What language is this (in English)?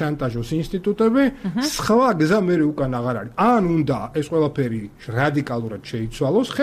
Georgian